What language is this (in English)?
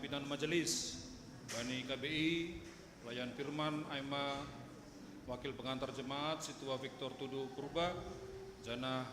Batak Simalungun